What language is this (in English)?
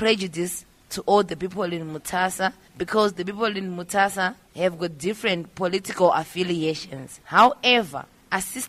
English